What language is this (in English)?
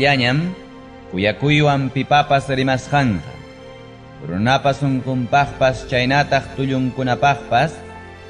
Ayacucho Quechua